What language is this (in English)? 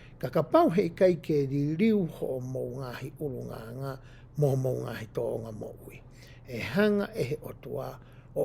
Tongan